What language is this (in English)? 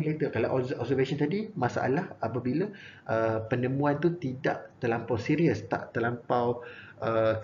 Malay